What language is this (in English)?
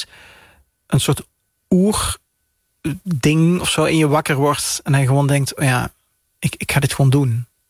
Dutch